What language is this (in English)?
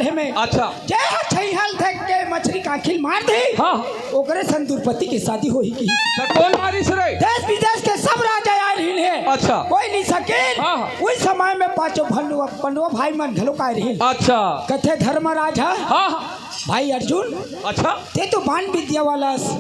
Chhattisgarhi